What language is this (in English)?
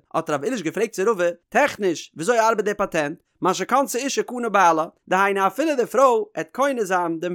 Yiddish